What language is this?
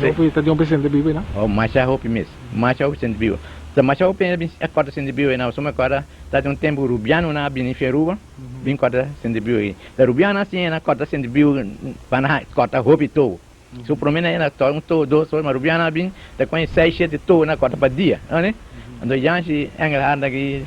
Papiamento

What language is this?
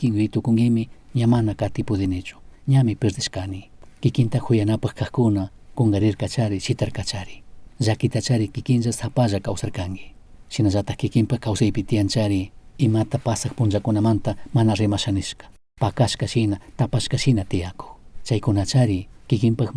Chimborazo Highland Quichua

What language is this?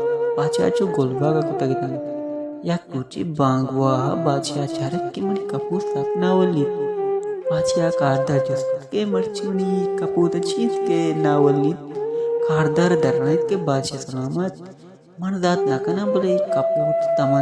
Baluchi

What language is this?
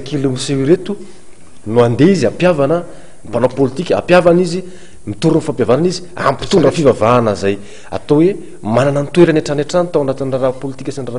Malagasy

